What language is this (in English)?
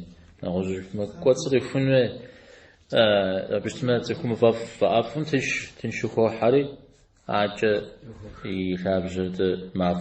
Kabardian